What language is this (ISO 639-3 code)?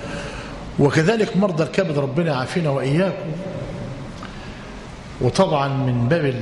ara